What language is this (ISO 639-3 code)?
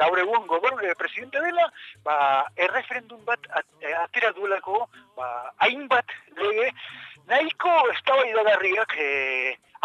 eus